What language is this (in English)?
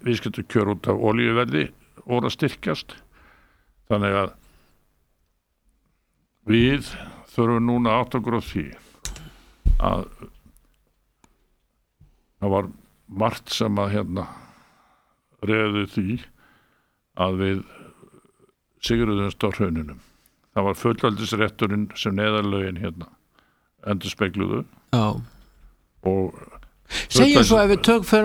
Icelandic